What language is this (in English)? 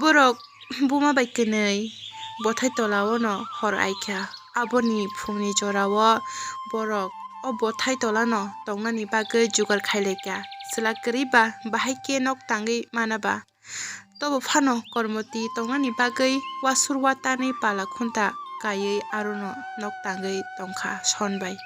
Kok Borok